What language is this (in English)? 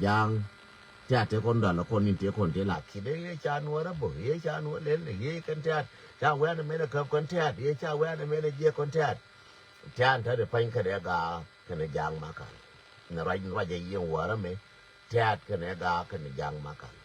Nuer